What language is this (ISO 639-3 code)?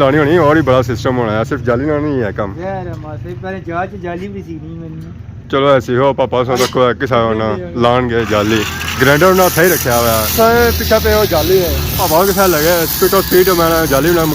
phr